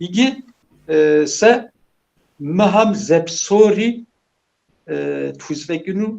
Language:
Kabardian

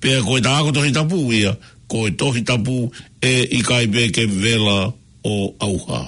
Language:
Tongan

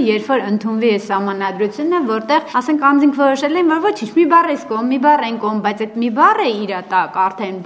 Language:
Armenian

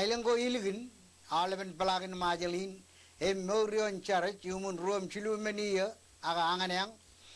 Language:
Marshallese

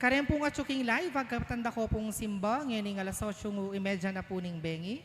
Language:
Pampanga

